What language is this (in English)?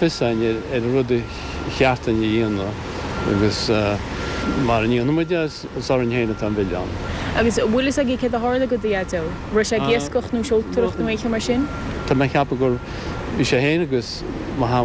Irish